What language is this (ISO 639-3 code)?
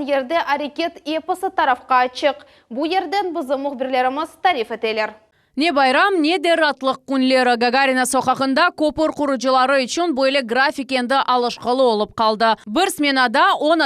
crh